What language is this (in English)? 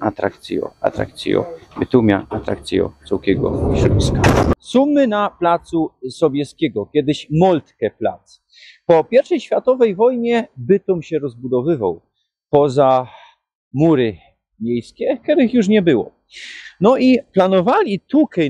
Silesian